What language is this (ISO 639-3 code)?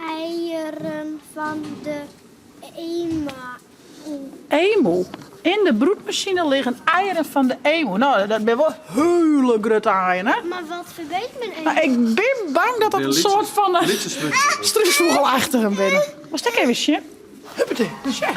fry